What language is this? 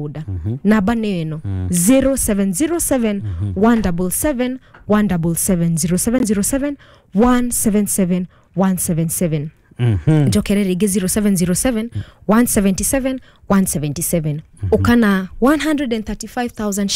Kikuyu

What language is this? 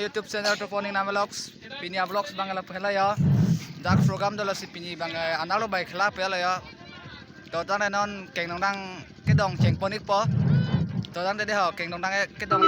Karbi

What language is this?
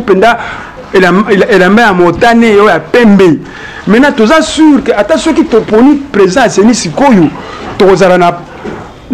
Lingala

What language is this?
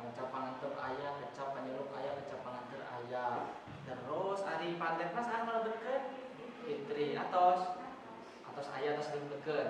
Sundanese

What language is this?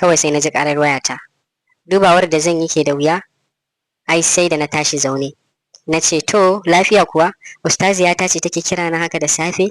Hausa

